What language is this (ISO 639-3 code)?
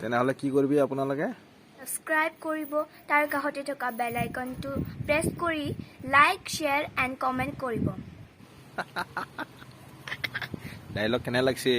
asm